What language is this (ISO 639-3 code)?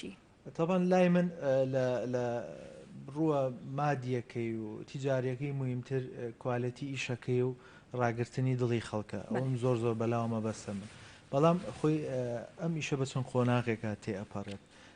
ckb